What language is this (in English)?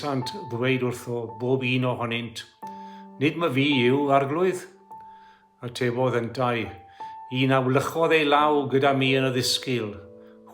Welsh